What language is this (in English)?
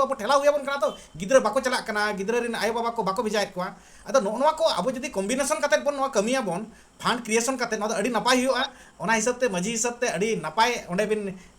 Santali